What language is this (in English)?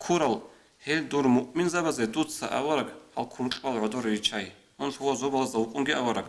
Avaric